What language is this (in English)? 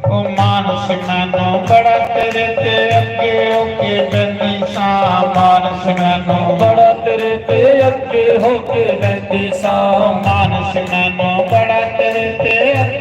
Dogri